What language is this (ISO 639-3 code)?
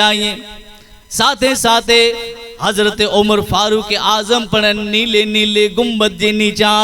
kfr